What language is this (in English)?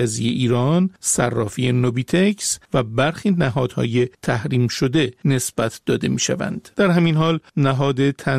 Persian